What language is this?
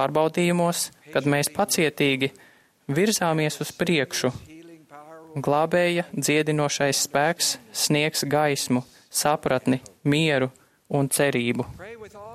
Latvian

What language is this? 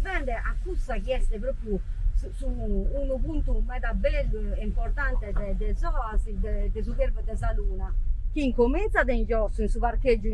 Sardinian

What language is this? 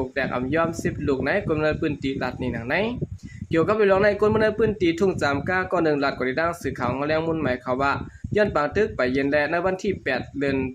Shan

